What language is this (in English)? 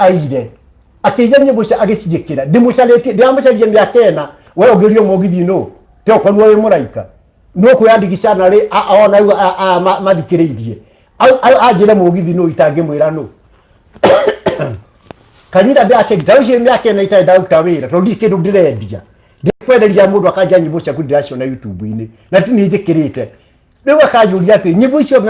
Kikuyu